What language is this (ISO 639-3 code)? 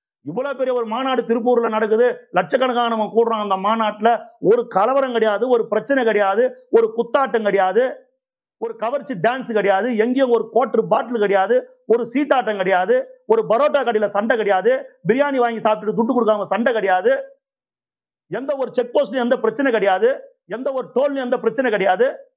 tam